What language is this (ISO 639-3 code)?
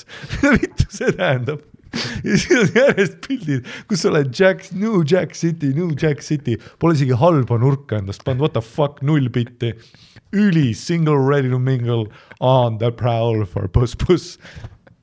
est